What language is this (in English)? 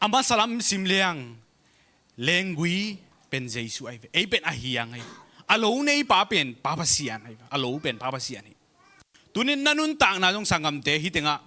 Tedim Chin